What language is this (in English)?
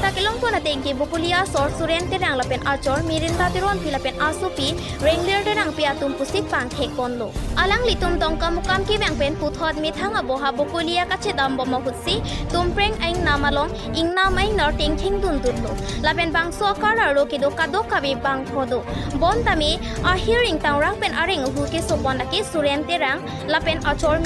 Karbi